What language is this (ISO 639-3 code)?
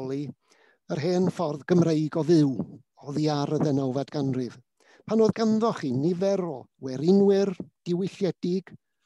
cym